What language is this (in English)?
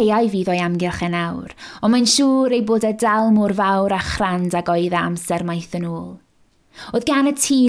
Welsh